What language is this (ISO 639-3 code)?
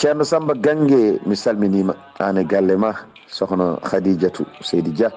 ful